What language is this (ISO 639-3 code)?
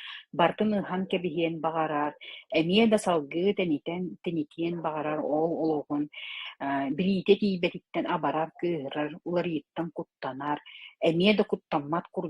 sah